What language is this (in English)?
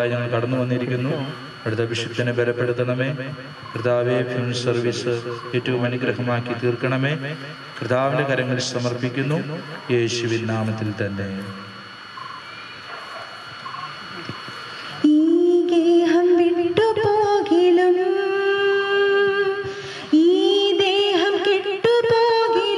Malayalam